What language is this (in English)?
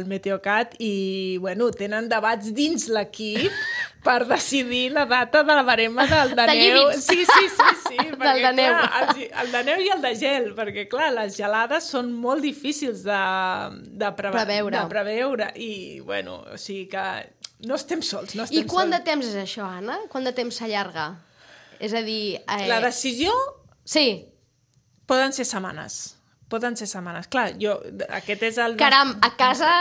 Catalan